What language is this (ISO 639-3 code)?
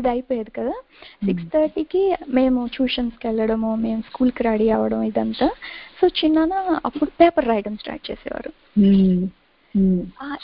tel